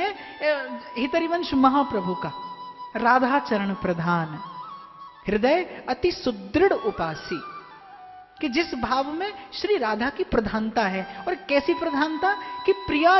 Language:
Hindi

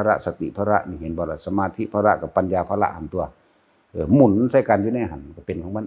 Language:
Northeastern Thai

